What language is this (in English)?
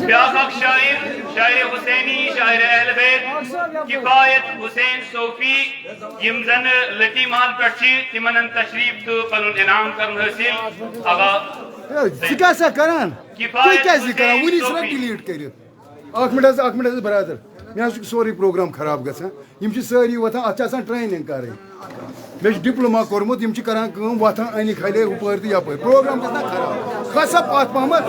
Kashmiri